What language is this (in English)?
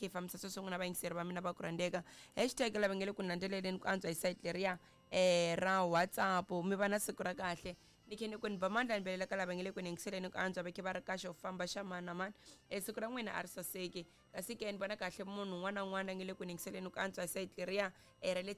Tsonga